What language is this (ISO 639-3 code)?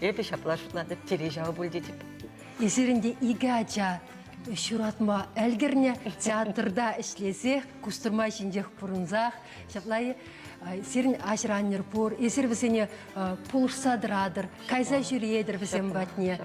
chv